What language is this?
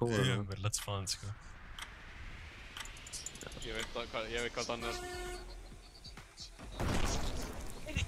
Icelandic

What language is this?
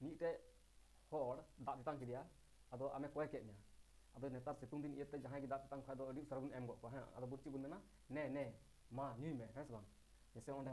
Santali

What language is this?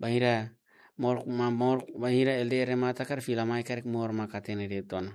Tetum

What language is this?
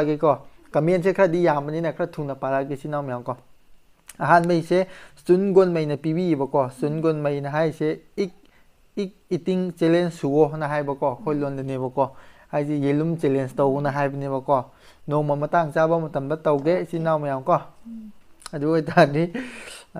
Manipuri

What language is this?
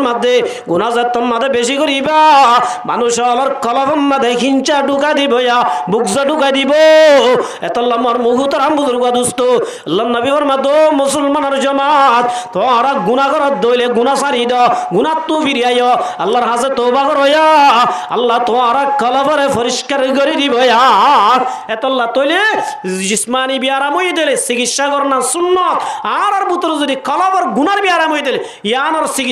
Rohingya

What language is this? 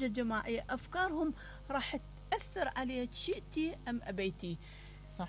Mesopotamian Arabic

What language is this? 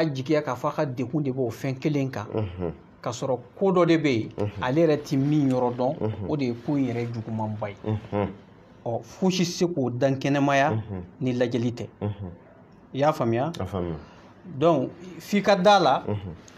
Bambara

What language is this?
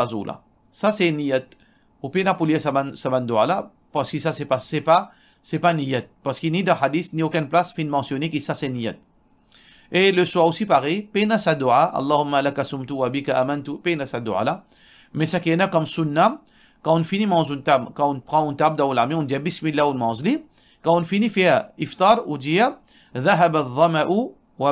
Morisyen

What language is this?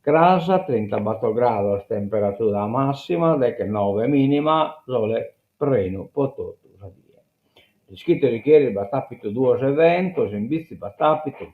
Sardinian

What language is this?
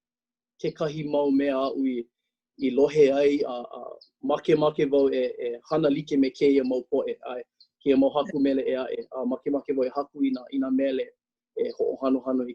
Hawaiian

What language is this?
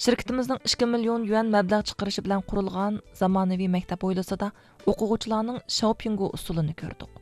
Uyghur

